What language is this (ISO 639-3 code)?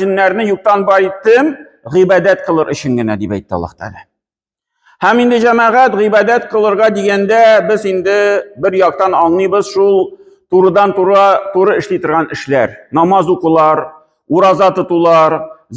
tat